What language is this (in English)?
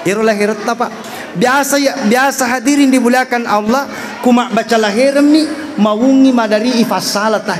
Buginese